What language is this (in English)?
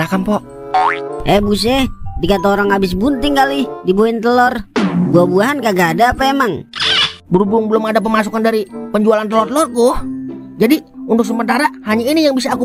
Betawi